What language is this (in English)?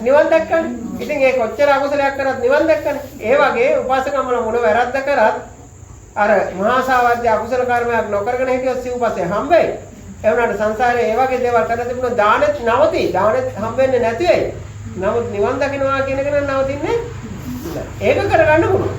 Sinhala